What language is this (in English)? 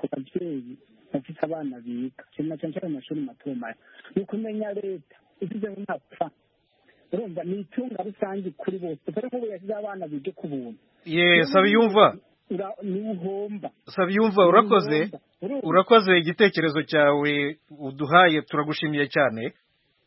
Kinyarwanda